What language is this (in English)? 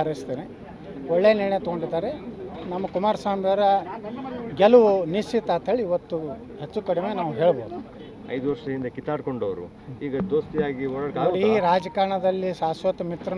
Kannada